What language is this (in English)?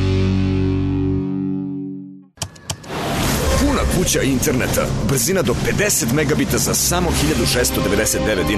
Serbian